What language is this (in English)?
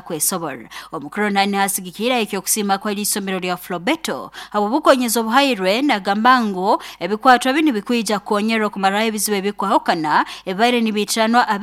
Nyoro